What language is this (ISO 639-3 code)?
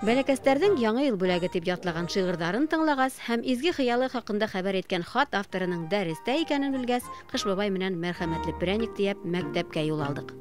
bak